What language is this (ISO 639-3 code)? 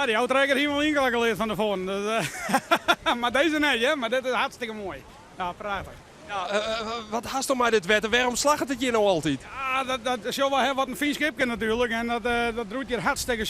fry